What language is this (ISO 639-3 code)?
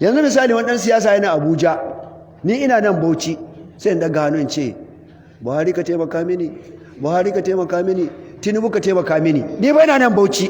hau